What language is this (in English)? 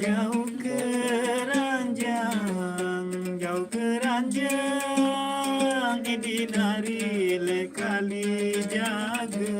Sasak